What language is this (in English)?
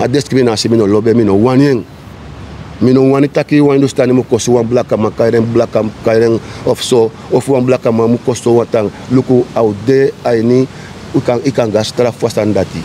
Sranan Tongo